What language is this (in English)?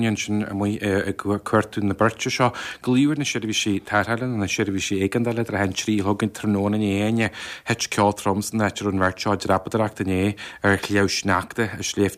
Irish